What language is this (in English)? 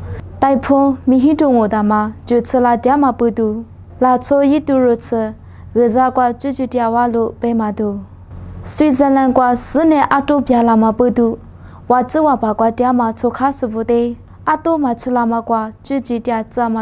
Lisu